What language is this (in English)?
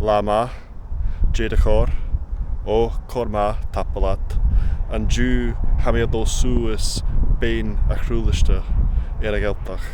Scottish Gaelic